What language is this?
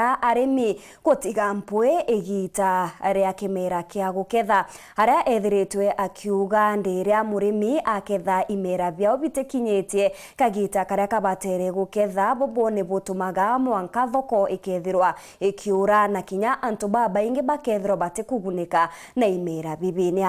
Meru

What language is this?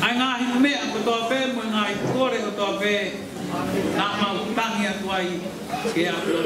Tongan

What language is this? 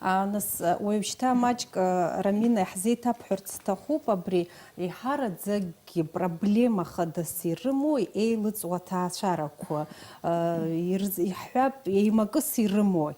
Abkhazian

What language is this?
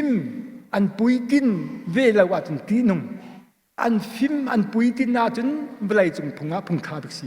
Hakha Chin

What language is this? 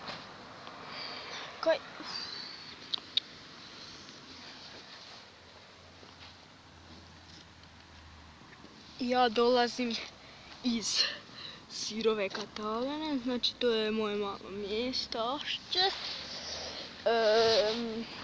Croatian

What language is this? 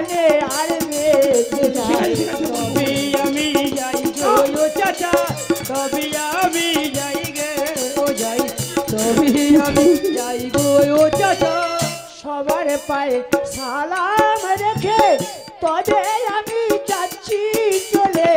Bangla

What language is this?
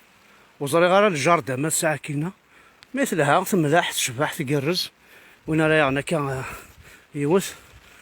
Kabyle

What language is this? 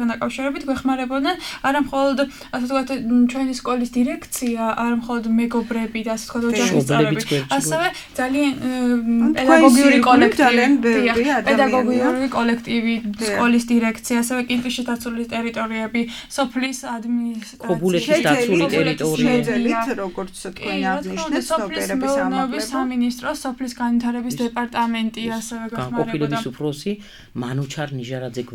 Georgian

